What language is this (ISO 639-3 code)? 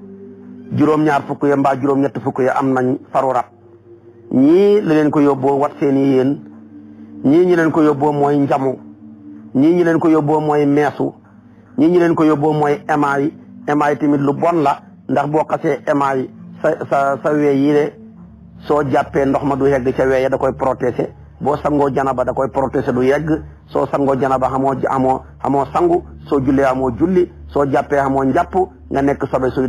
wol